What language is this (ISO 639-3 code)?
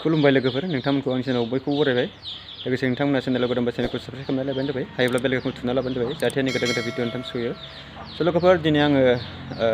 brx